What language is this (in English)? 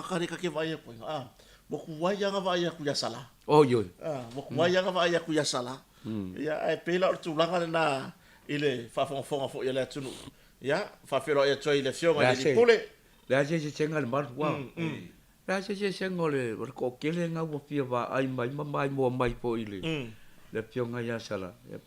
Samoan